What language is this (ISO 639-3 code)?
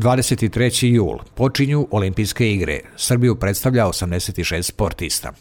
hrv